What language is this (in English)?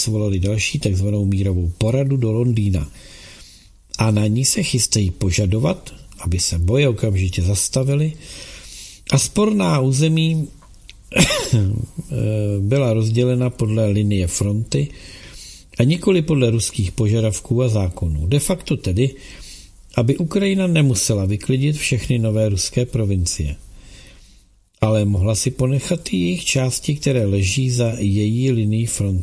Czech